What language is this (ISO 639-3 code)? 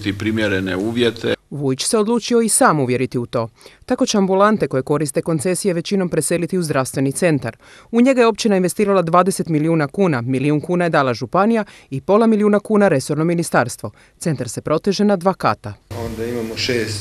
hrv